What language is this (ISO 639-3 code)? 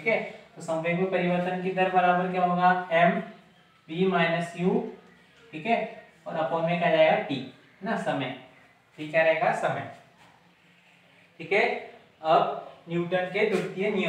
hin